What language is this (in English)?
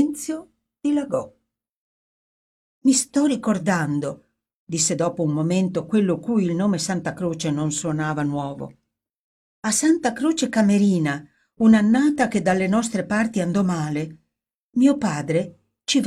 Italian